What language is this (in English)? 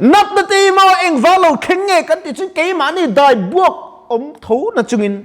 Mizo